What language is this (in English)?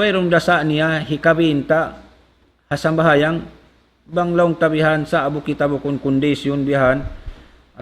Tausug